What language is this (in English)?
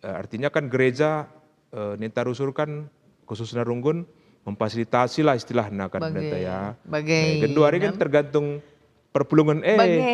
Batak Karo